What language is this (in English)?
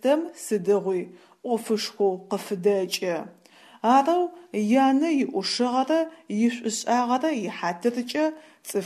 Adyghe